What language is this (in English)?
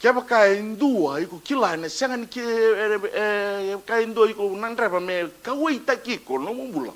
Fijian